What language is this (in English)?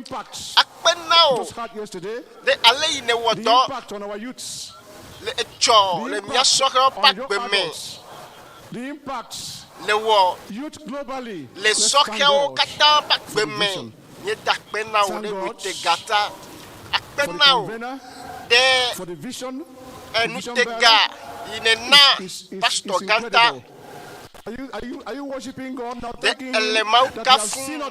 Ewe